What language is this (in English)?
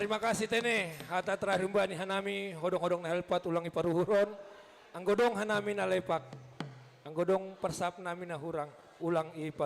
Batak Simalungun